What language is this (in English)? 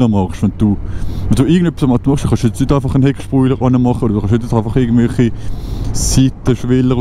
Swiss German